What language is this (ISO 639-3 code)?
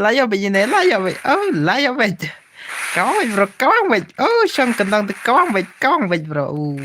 kha